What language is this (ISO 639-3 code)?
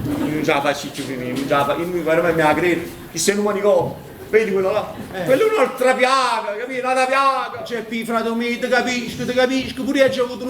nap